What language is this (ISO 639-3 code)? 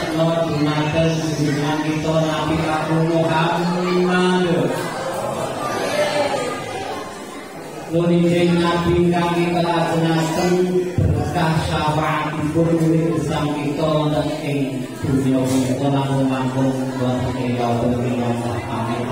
jav